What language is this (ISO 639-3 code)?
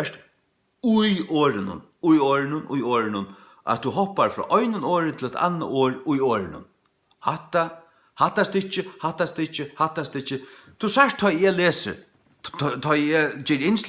fao